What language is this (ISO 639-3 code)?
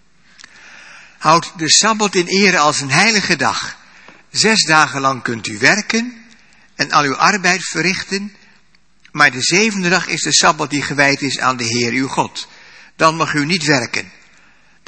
nld